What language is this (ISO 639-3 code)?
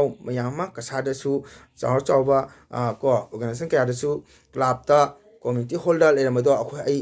mni